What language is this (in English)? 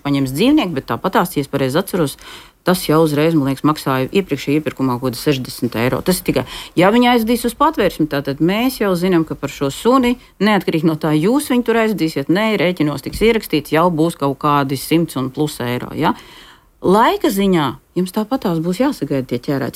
Latvian